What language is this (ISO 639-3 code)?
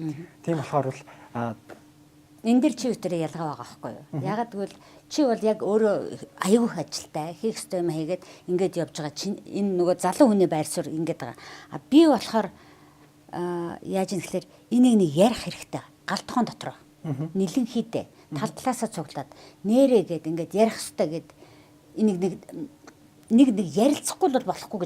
mon